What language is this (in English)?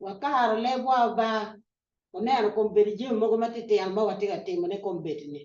Acoli